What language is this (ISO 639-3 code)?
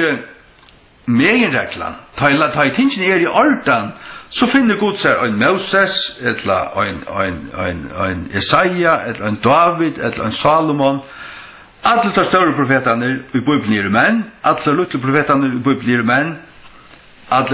fao